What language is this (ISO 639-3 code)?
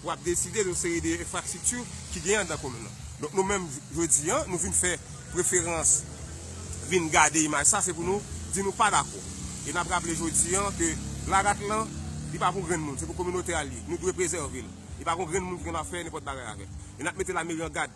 hat